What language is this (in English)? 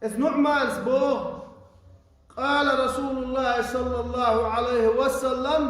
Chechen